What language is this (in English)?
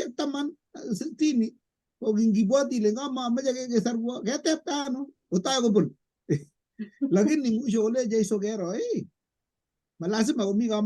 Kalenjin